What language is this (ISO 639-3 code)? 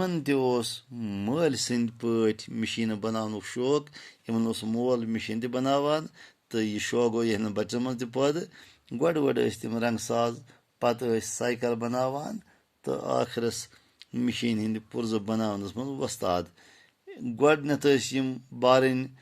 kas